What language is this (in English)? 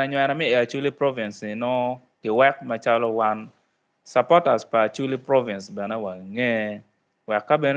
Acoli